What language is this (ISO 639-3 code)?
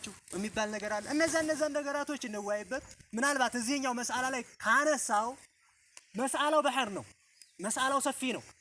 amh